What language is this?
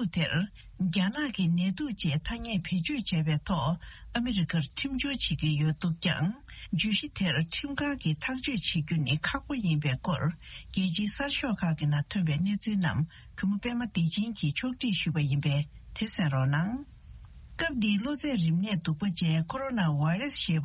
Tibetan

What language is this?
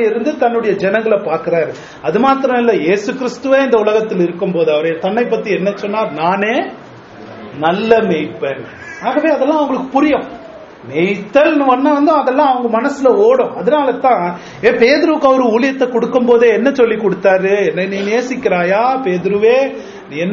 Tamil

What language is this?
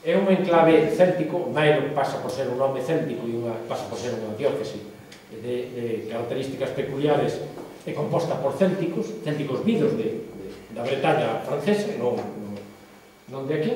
Galician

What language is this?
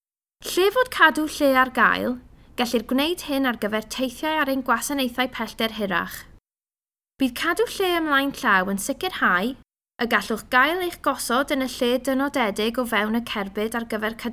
Welsh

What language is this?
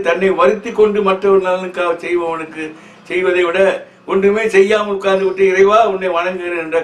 Tamil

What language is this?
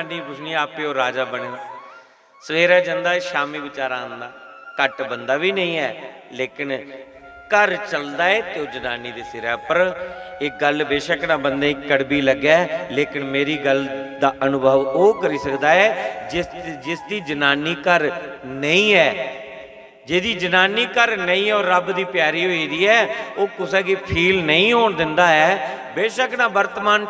Dogri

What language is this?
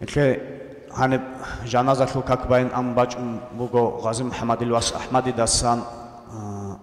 Avaric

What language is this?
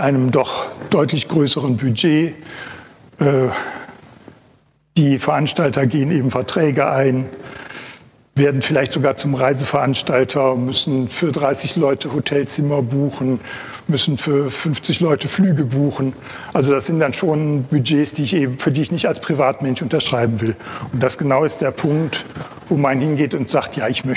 German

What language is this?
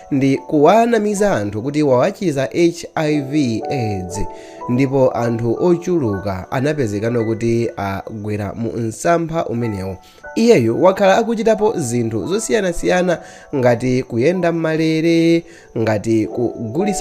Nyanja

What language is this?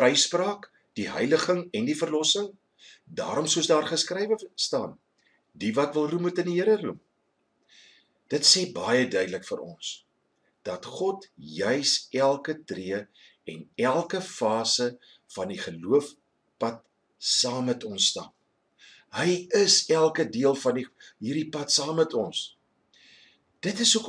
Afrikaans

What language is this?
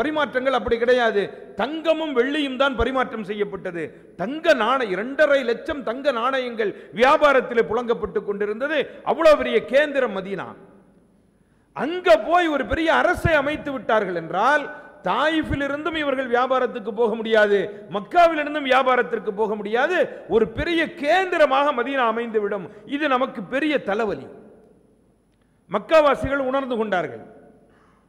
Tamil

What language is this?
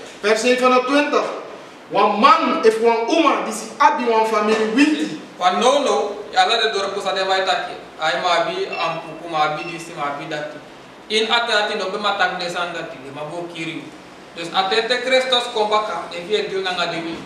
Sranan Tongo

